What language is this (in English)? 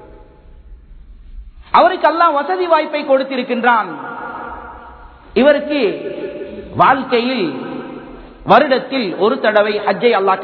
Tamil